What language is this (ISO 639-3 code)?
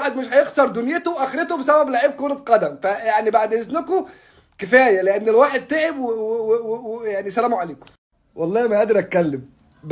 arz